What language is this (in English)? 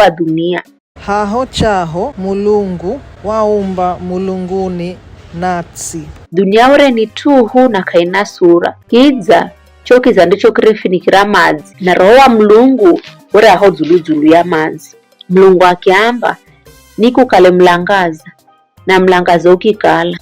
Giryama